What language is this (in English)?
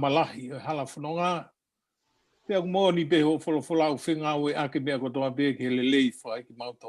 Tongan